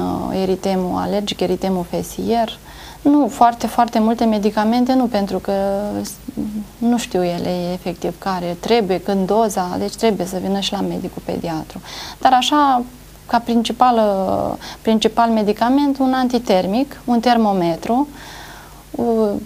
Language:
Romanian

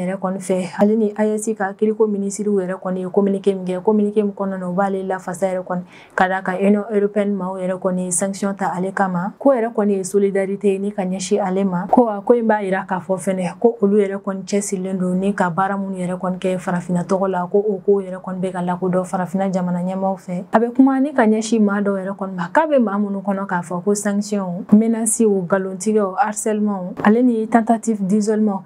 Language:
Bambara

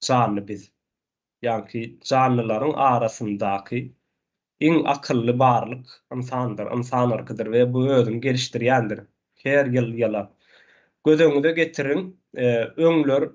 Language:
Turkmen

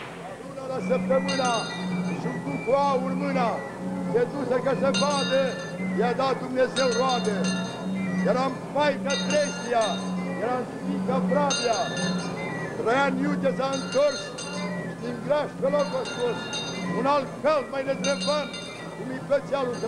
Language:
Romanian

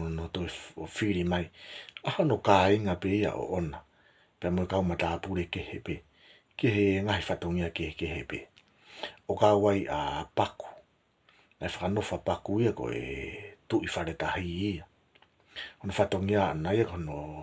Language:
Tongan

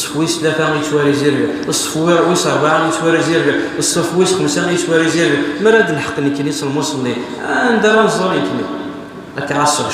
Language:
Kabyle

